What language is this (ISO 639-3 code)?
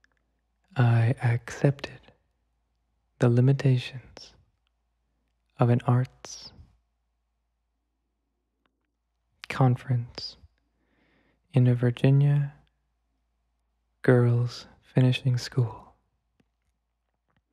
eng